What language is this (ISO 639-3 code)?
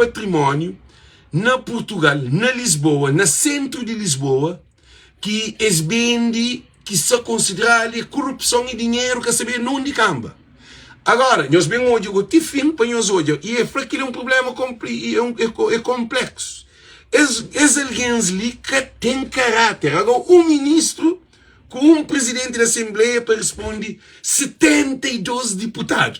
kea